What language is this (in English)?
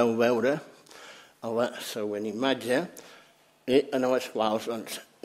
Catalan